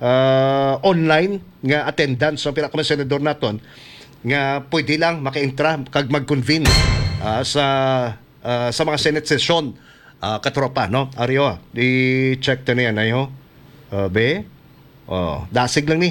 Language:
Hiligaynon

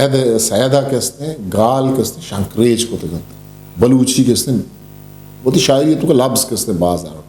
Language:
Eastern Balochi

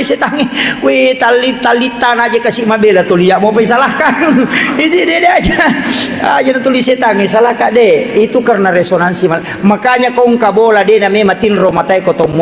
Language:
Buginese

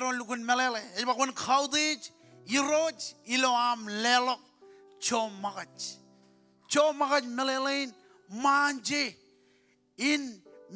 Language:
Marshallese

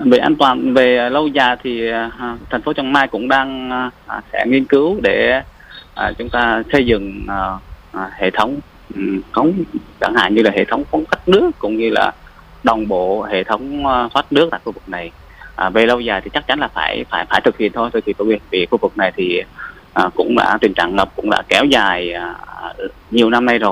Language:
Vietnamese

